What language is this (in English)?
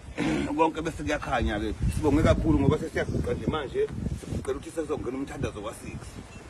Zulu